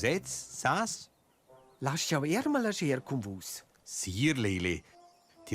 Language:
Romansh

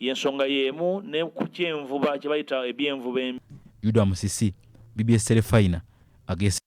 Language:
Ganda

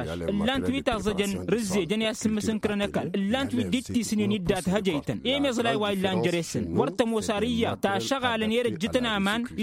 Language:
Tamasheq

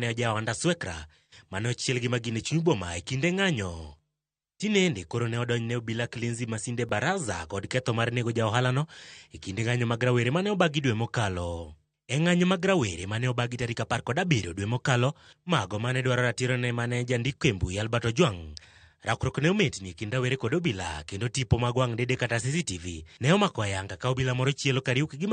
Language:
Luo (Kenya and Tanzania)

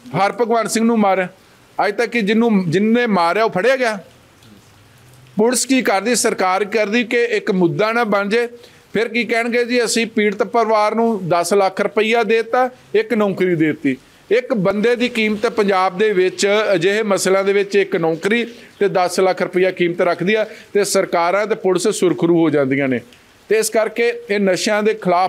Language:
Punjabi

